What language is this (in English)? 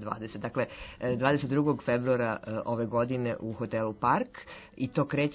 Serbian